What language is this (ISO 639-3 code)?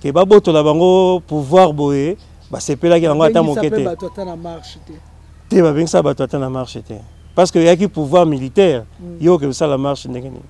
lin